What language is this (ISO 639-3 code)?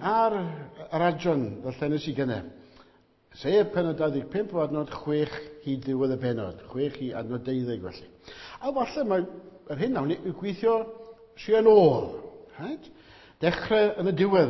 cym